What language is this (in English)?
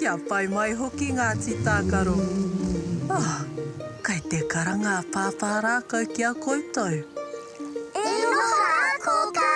Māori